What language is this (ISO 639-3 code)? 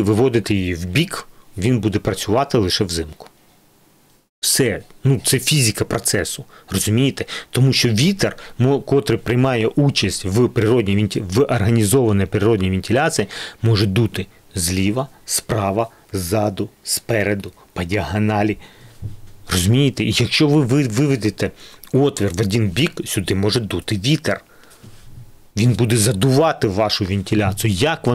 ukr